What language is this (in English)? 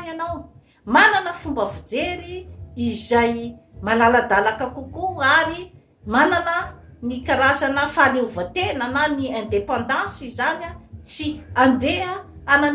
Malagasy